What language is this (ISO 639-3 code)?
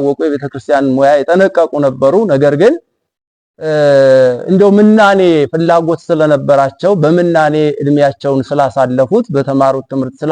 amh